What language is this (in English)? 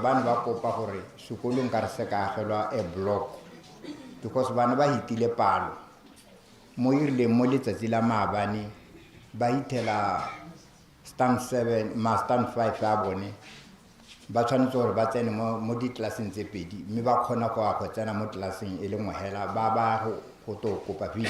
Tswana